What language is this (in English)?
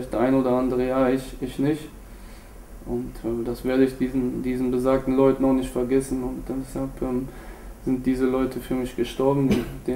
German